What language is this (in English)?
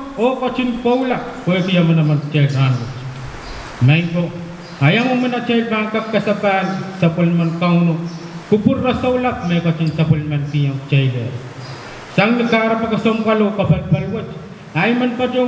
Pohnpeian